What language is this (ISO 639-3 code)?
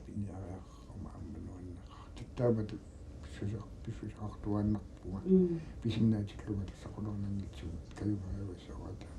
kal